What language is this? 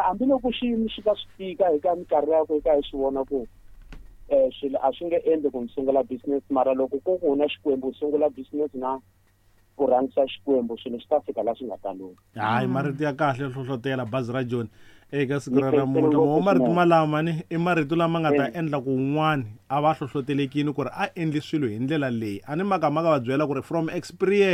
Tsonga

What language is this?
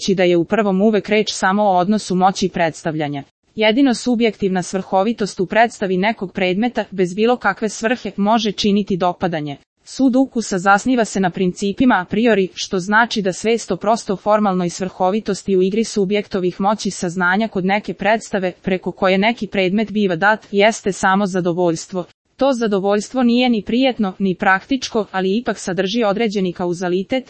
Serbian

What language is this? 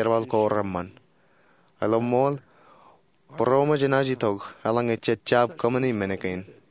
Marshallese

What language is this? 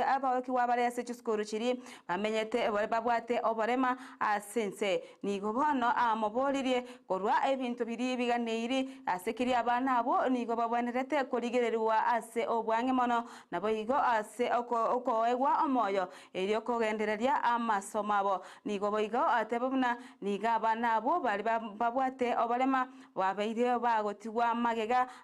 Gusii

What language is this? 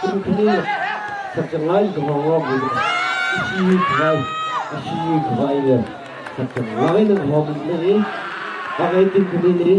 Tangkhul Naga (India)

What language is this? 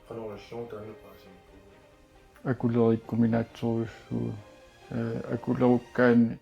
Kalaallisut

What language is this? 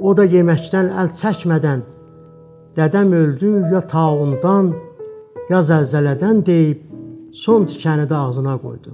South Azerbaijani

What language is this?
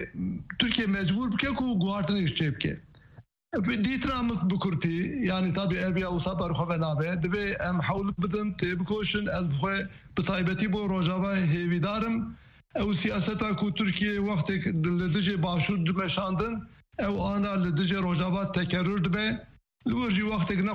Kurdish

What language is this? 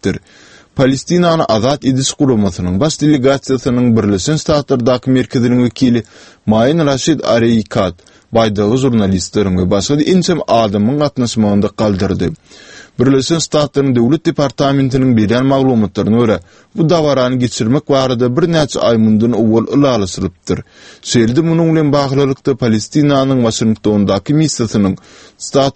Turkmen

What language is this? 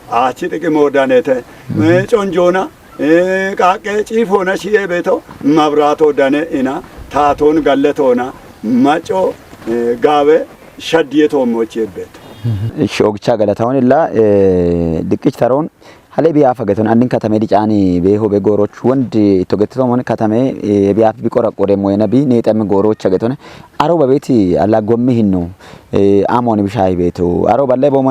Kafa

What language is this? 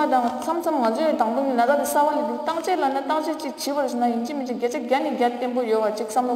Tibetan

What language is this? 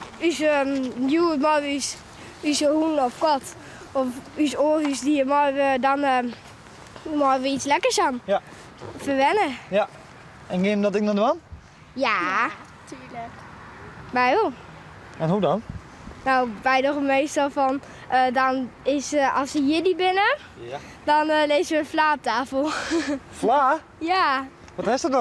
Western Frisian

